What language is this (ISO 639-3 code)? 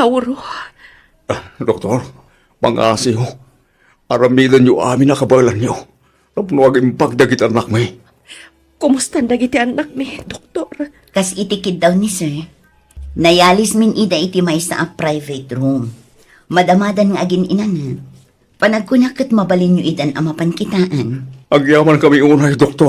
ilo